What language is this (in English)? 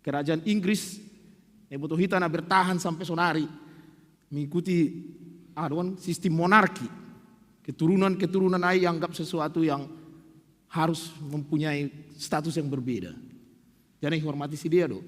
Batak Simalungun